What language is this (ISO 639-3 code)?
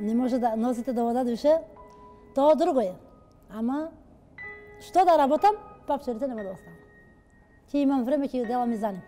mkd